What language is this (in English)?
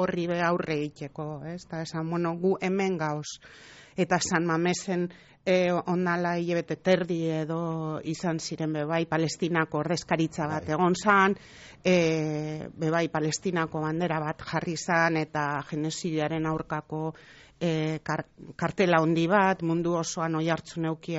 Basque